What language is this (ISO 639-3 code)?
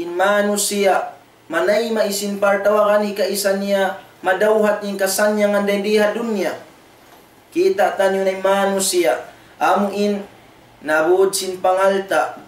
tsg